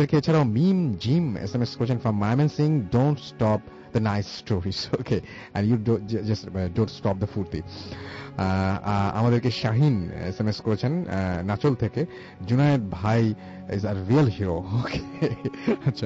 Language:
Bangla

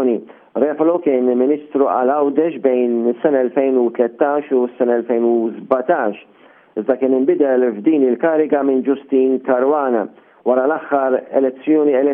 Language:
Maltese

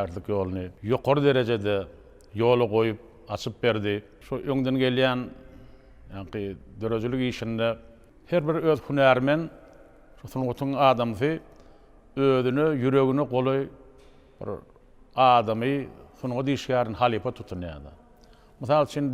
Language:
Turkmen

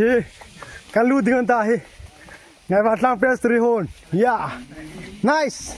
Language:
Hmar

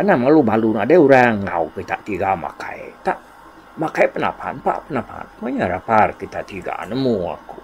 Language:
Iban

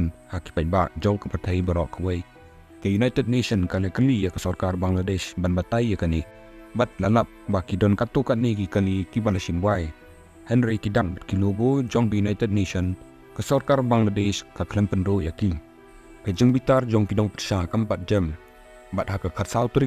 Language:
Khasi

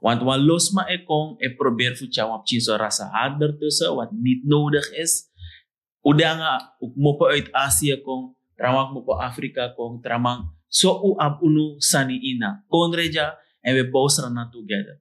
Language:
Sranan Tongo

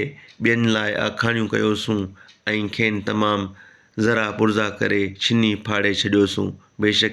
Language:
Sindhi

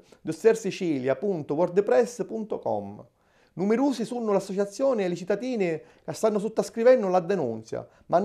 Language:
Sicilian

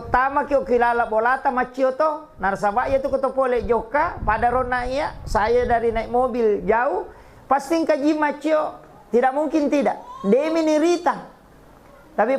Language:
Buginese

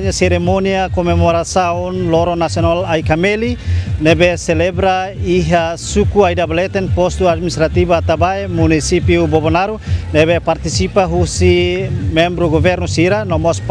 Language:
Tetum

